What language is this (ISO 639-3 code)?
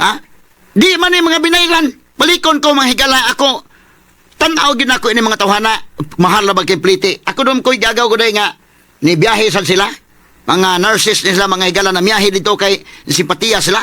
ceb